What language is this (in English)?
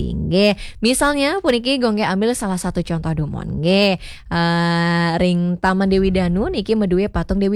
Balinese